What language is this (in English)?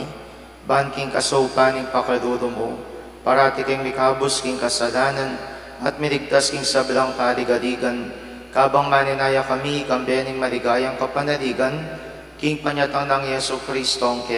Pampanga